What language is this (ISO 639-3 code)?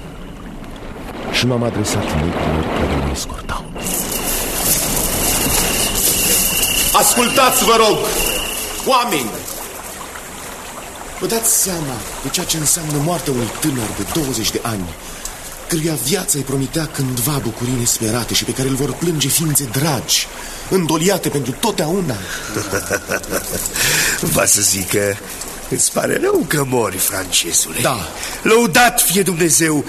ron